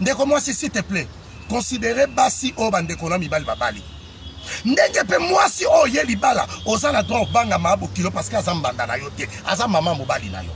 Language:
Lingala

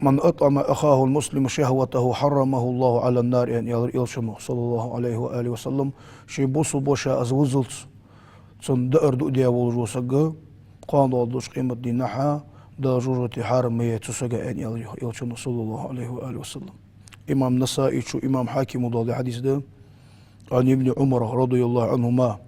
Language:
Ingush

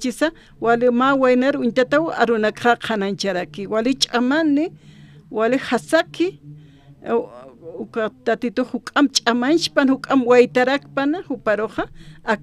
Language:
Aymara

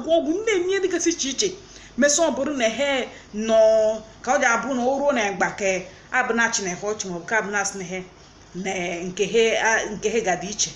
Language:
Igbo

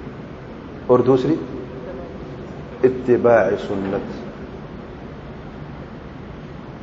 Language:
Urdu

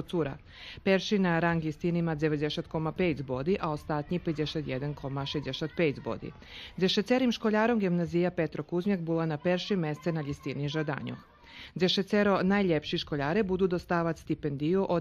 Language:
Rusyn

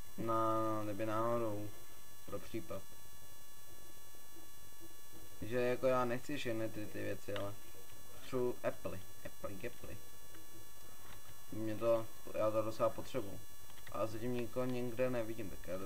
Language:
Czech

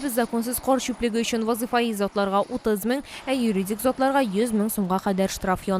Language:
Tatar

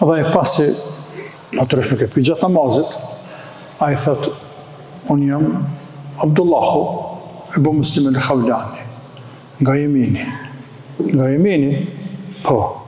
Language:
Albanian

